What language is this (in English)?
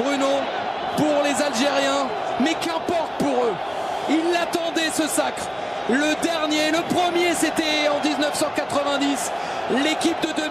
French